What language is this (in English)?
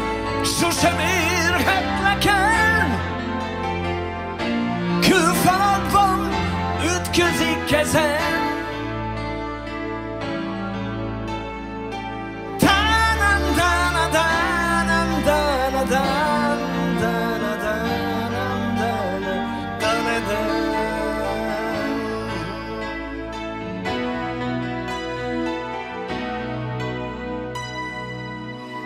Hungarian